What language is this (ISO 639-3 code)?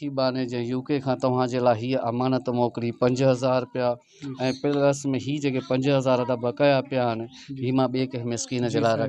snd